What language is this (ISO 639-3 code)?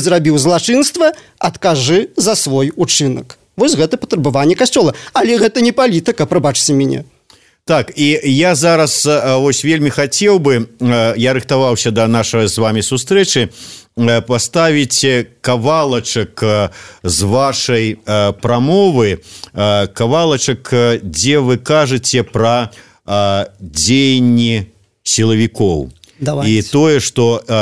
bel